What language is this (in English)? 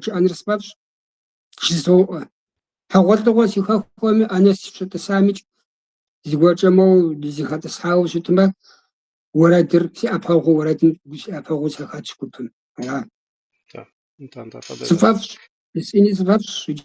Kabardian